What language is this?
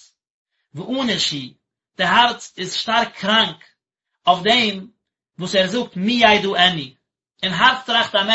Yiddish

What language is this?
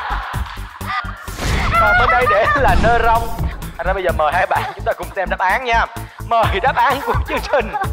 Vietnamese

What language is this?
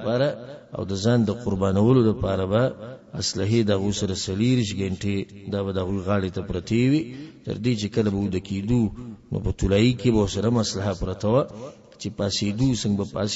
Pashto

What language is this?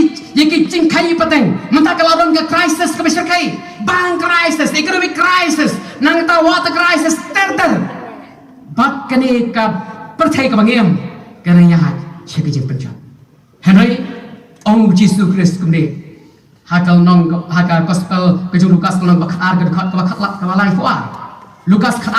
Khasi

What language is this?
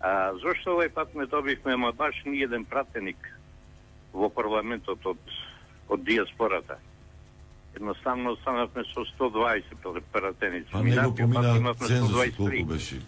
Macedonian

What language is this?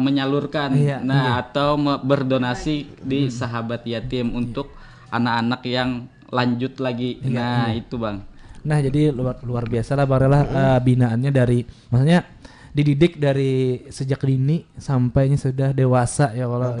Banjar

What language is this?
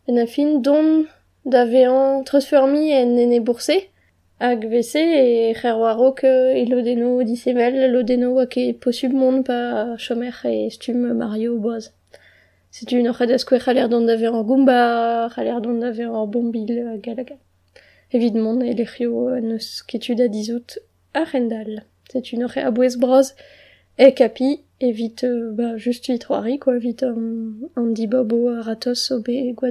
Breton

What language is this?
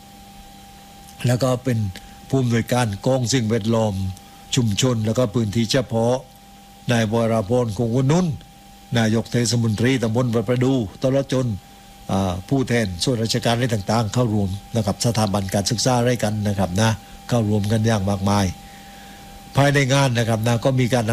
Thai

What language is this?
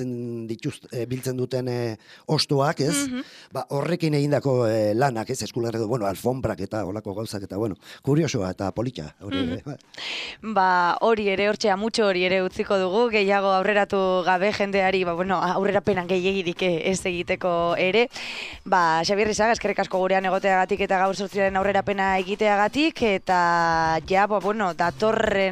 Basque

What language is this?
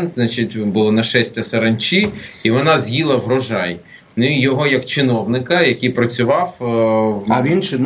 Ukrainian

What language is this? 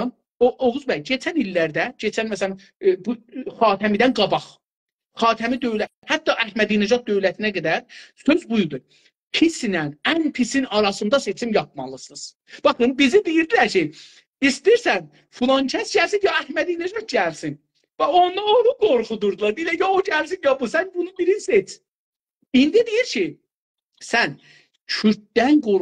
South Azerbaijani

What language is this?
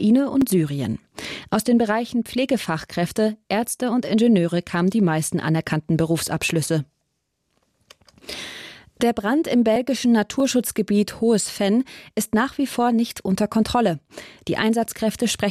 German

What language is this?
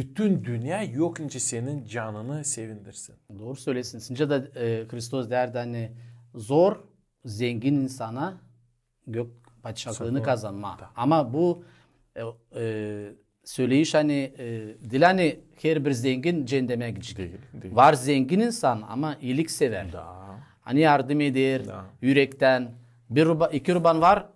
Gagauz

